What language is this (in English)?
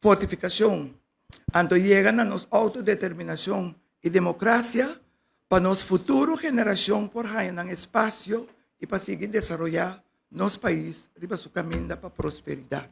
Papiamento